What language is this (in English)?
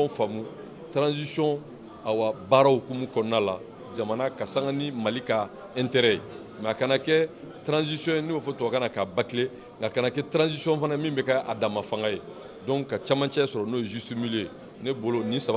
Bambara